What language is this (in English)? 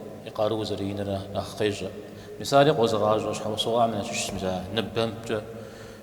Kabardian